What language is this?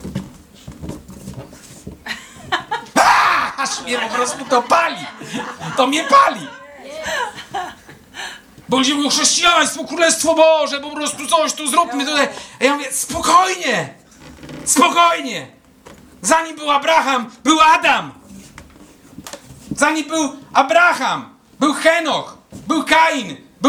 Polish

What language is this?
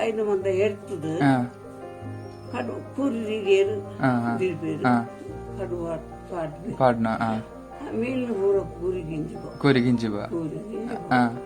Tulu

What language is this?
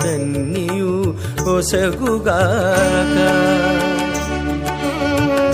Telugu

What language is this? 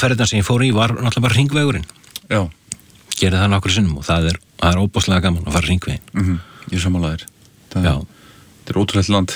Icelandic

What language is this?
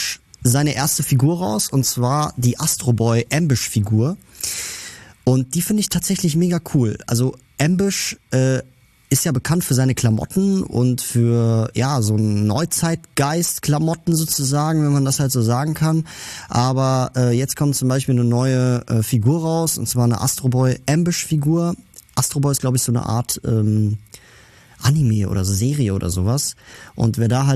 German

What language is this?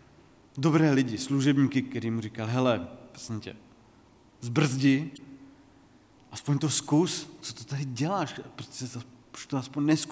Czech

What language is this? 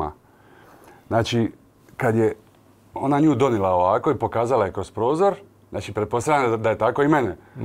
Croatian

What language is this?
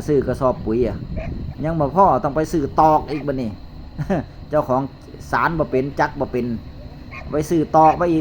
Northeastern Thai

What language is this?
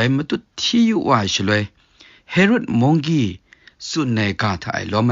Kachin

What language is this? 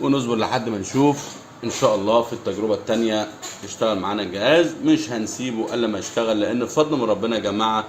Egyptian Arabic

